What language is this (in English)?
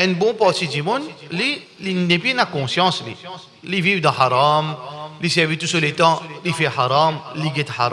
Morisyen